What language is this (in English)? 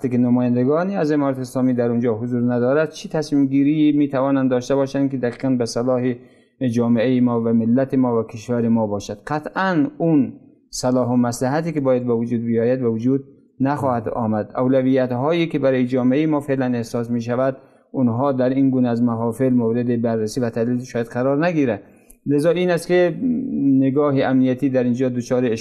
Persian